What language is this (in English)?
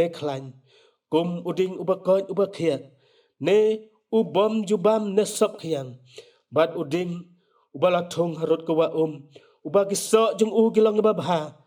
Khasi